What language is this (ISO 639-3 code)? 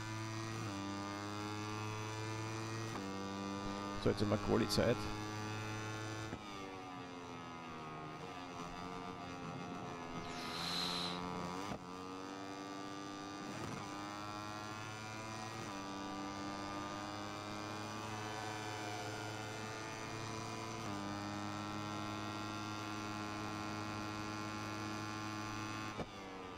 deu